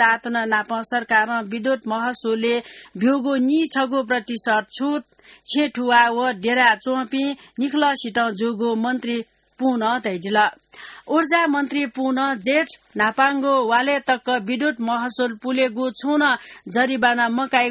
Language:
Newari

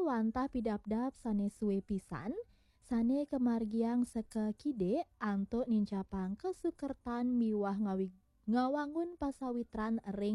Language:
Balinese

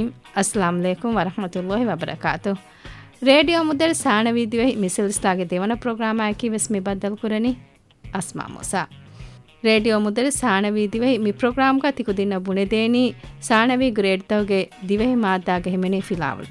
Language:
Divehi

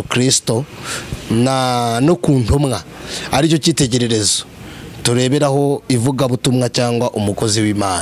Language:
Kinyarwanda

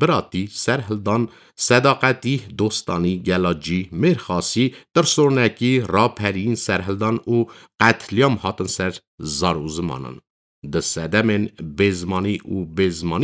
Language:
Kurdish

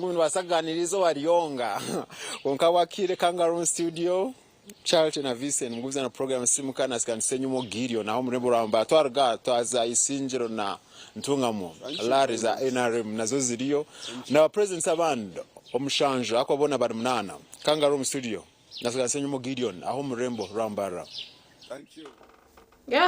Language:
Nyankole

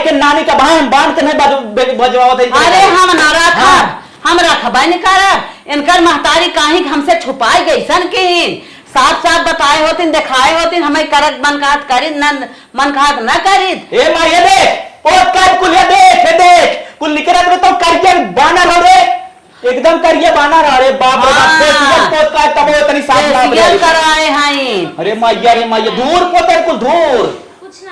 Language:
Awadhi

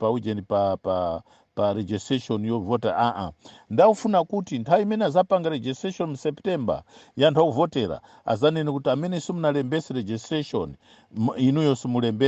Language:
Nyanja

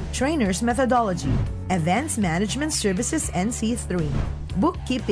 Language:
Bikol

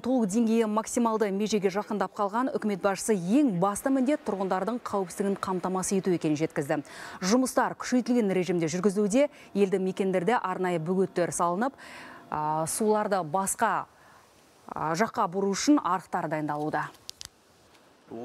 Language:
Kazakh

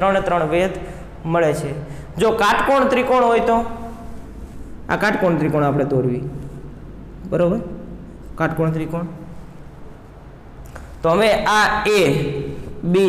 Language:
Gujarati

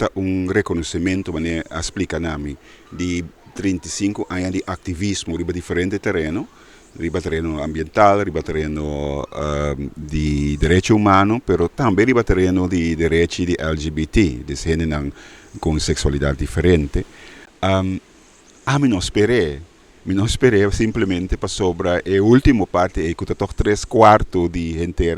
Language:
Papiamento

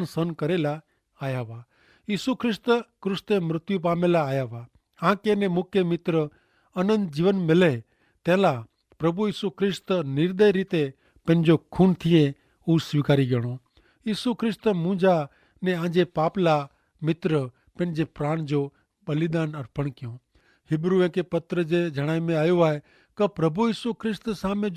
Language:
Kachhi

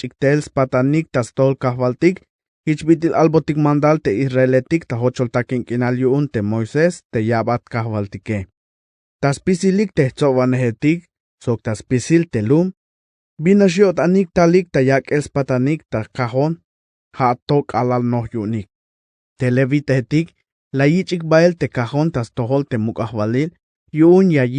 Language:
Tzeltal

